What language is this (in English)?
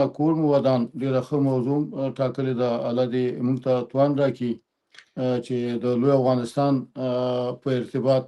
Pashto